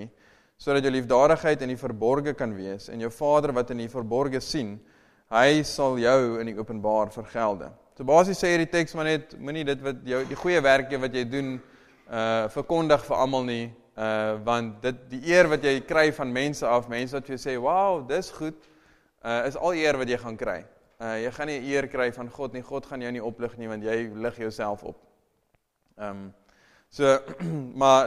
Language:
Afrikaans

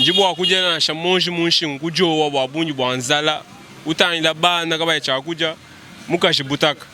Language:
Luba-Lulua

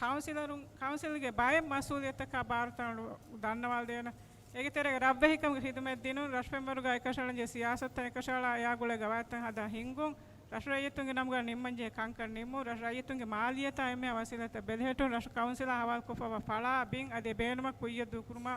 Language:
Divehi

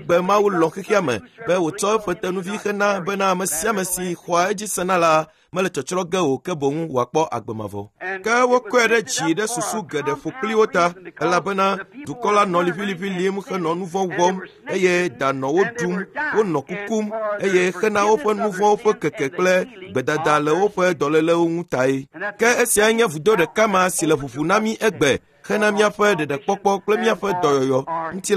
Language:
Ewe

